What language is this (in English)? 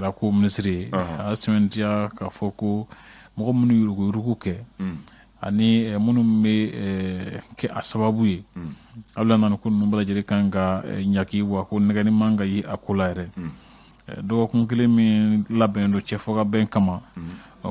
Bambara